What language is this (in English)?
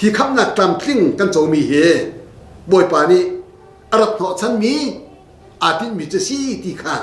Hakha Chin